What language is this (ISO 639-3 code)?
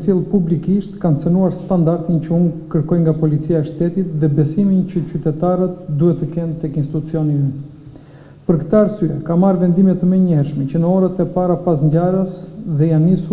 sqi